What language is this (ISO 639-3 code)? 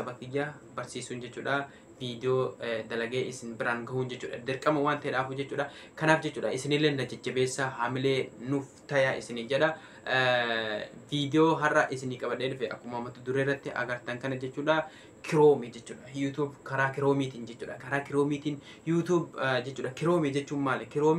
orm